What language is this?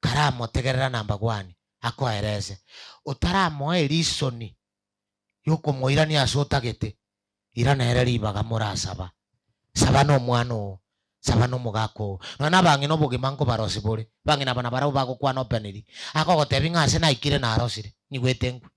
Gusii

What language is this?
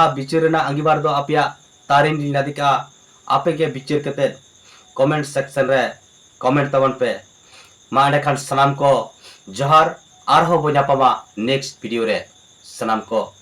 Santali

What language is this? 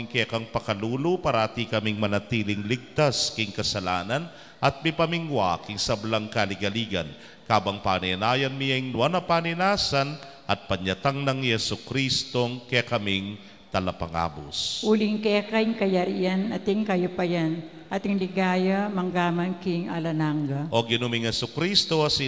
Pampanga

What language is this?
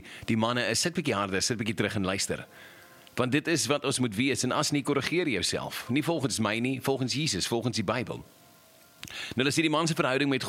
Afrikaans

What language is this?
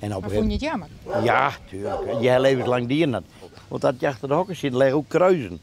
Western Frisian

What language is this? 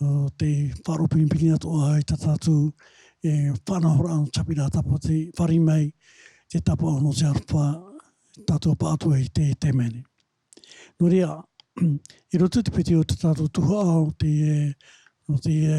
Tahitian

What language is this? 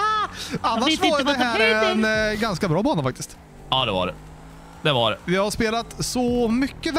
Swedish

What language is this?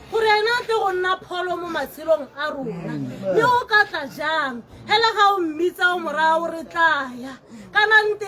Tswana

